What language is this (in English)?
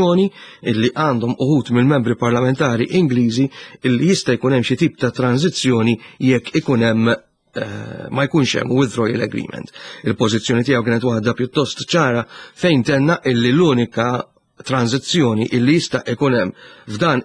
Maltese